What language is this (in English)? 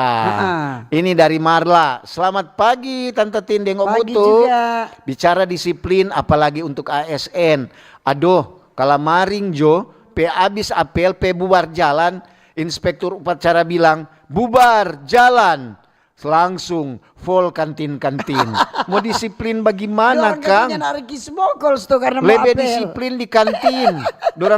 Manado Malay